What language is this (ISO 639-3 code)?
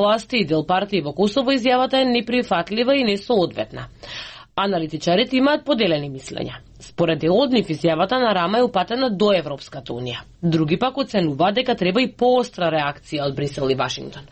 mkd